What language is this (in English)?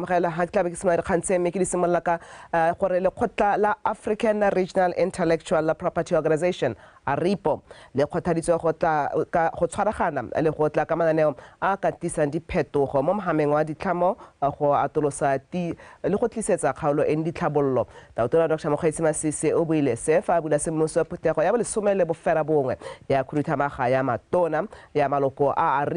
Tswana